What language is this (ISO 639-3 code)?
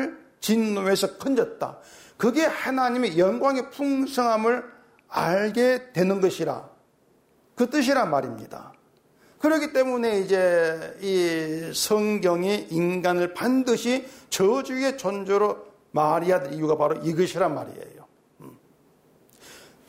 kor